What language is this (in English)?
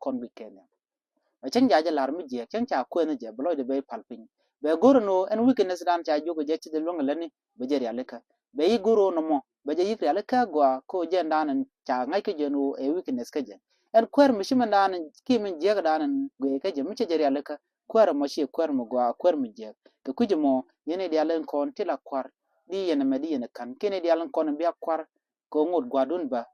Nuer